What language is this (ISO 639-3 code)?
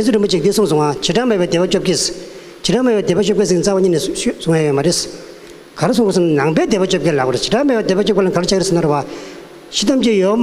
bod